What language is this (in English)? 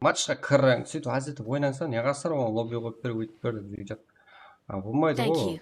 Kara-Kalpak